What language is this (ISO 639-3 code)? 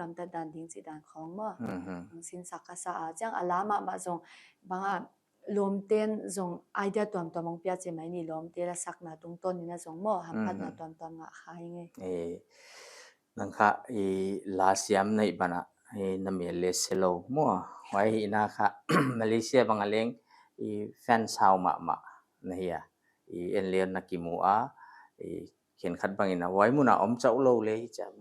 pck